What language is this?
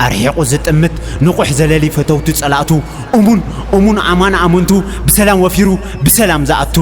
Tigrinya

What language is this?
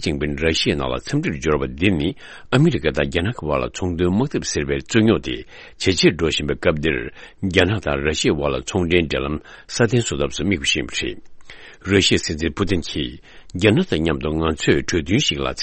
Tibetan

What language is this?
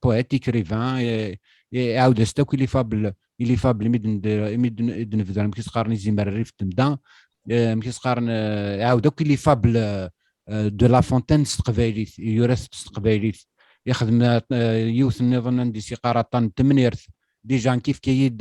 Kabyle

